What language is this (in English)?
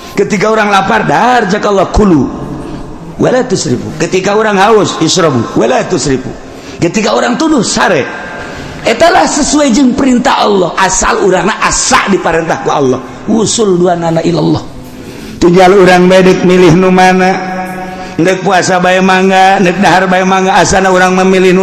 Sundanese